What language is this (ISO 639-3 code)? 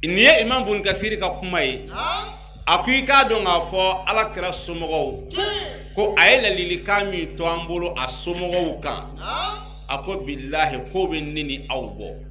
bam